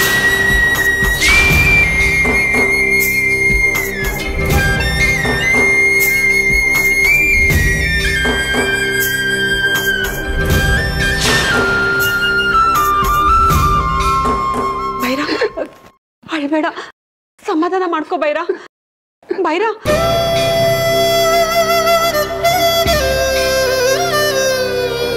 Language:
Kannada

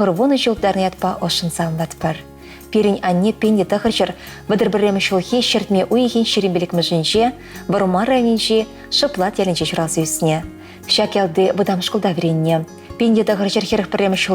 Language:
Chuvash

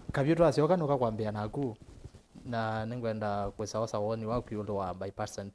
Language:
Kamba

